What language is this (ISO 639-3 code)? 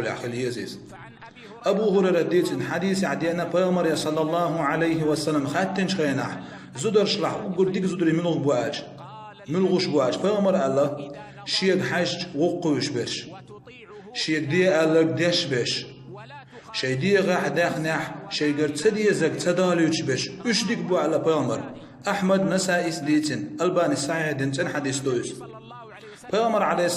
che